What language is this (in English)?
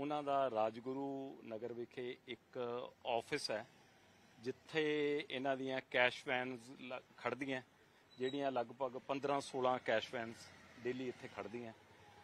Punjabi